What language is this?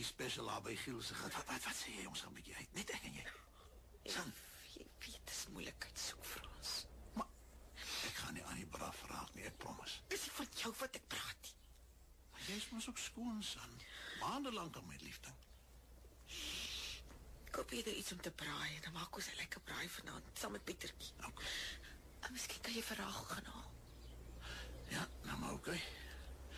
Afrikaans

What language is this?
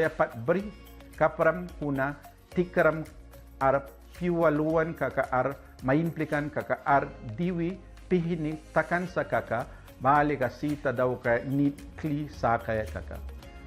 Mískito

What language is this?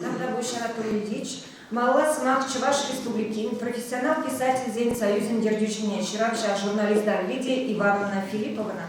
Chuvash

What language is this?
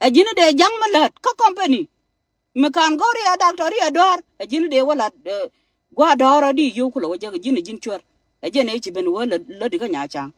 Nuer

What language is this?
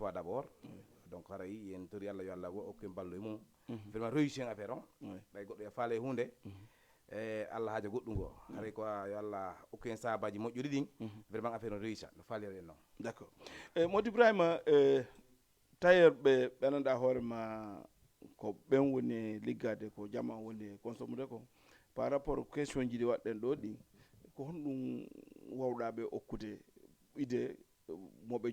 Fula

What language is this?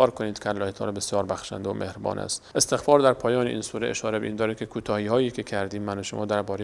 Persian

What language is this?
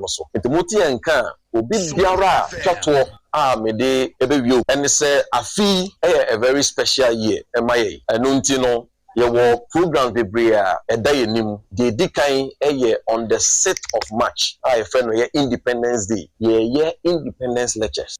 Akan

